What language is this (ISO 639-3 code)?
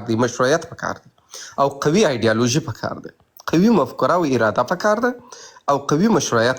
pus